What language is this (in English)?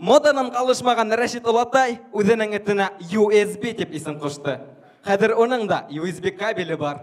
Bashkir